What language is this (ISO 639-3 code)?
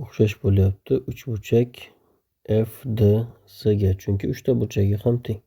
uzb